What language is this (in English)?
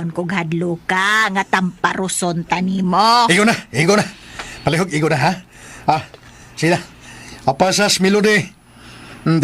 Cebuano